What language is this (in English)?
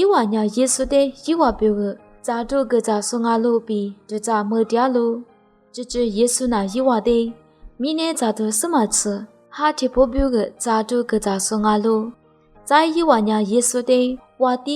Lisu